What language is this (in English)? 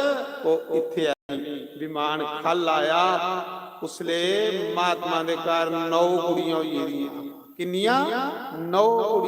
Dogri